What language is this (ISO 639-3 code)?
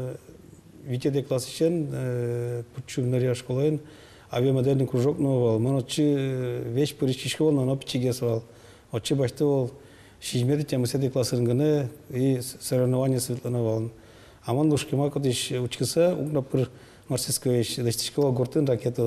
udm